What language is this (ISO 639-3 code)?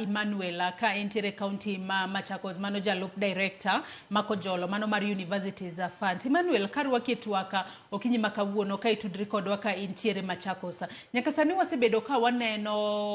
luo